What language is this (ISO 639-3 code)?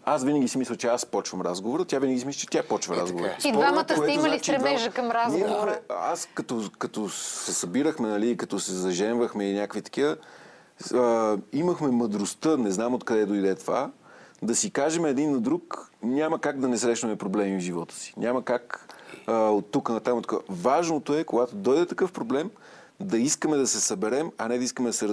bul